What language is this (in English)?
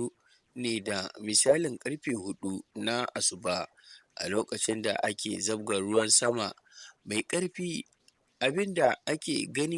Hausa